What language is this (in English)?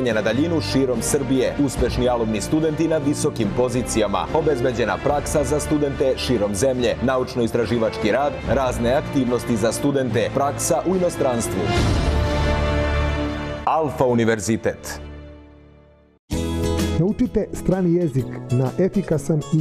Serbian